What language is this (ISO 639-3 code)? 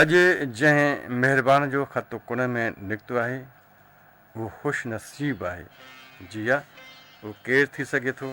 snd